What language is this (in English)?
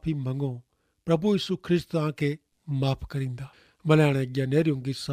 Kachhi